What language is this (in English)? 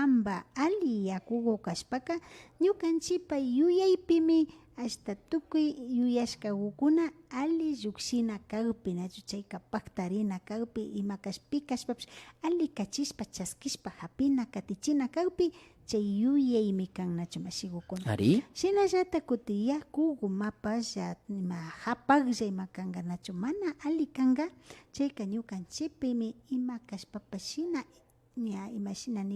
Imbabura Highland Quichua